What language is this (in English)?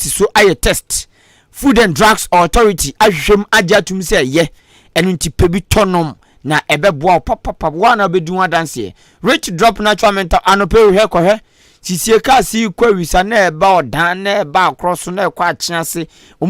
Akan